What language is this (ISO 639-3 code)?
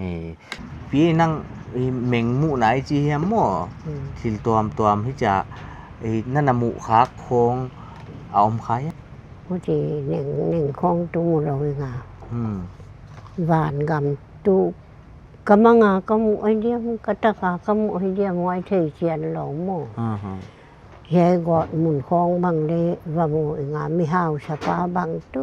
pck